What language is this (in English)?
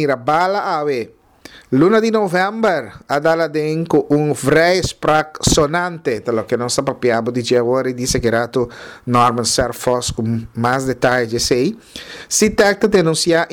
Papiamento